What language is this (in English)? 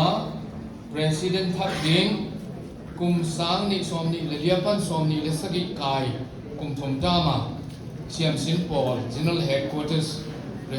Paite Chin